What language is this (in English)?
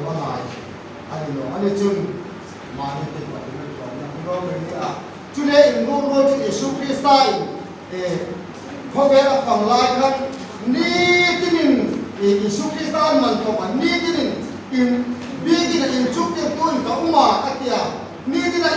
Hmar